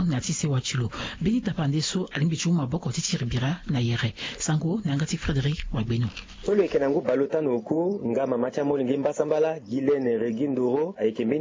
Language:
Sango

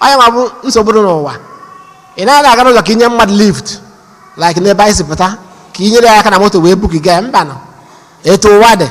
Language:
Igbo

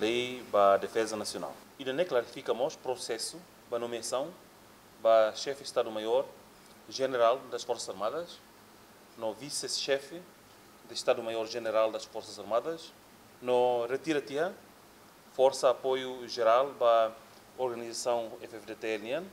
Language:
Tetum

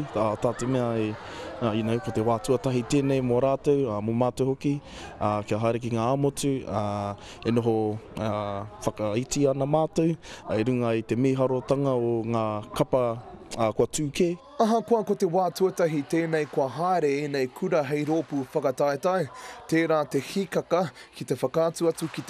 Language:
Māori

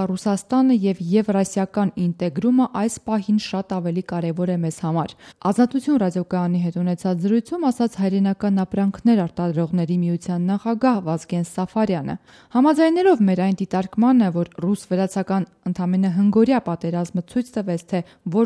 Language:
Armenian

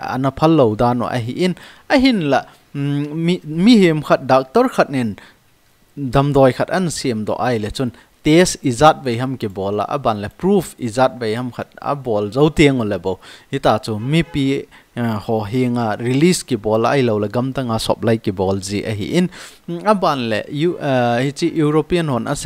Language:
Thado Chin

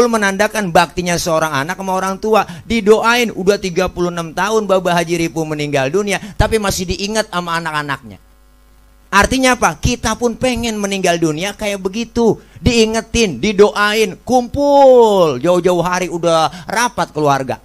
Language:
Betawi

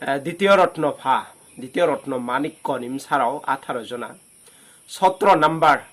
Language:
Riang (India)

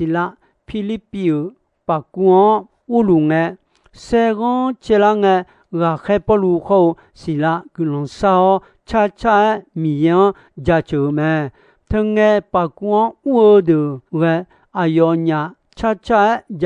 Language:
Akha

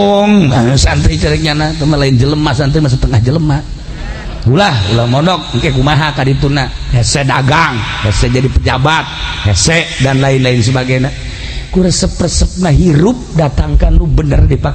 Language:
Sundanese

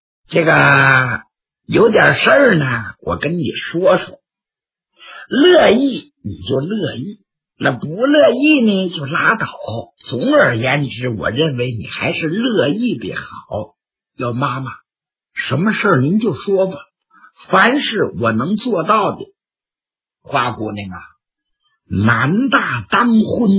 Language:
Chinese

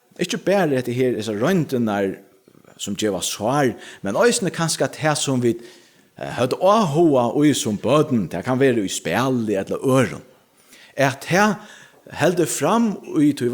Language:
Faroese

